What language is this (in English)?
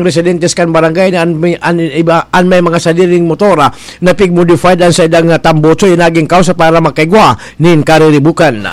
Bikol